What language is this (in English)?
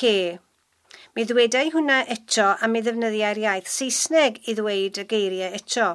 Welsh